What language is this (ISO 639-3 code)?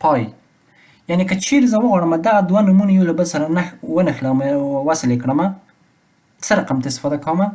pus